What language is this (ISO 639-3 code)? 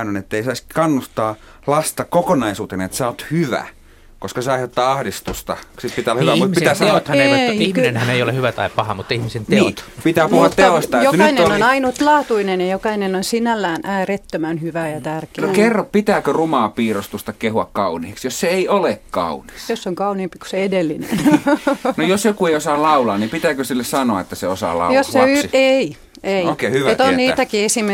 fin